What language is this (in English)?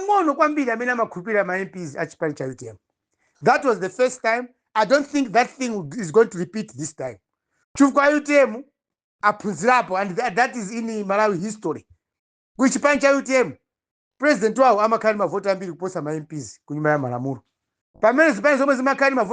Nyanja